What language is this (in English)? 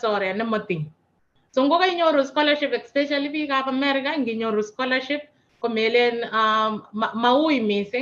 Kalenjin